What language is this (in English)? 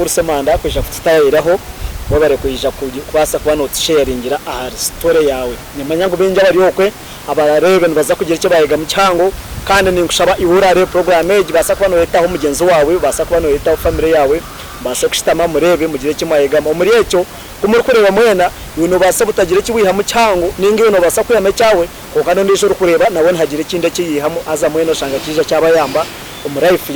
Nyankole